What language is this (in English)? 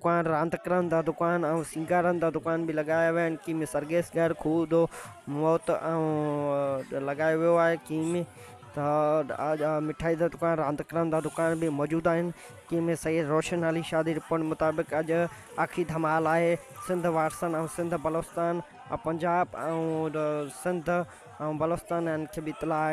Sindhi